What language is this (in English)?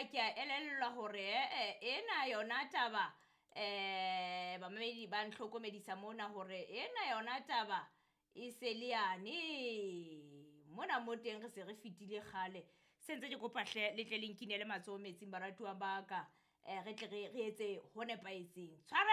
Southern Sotho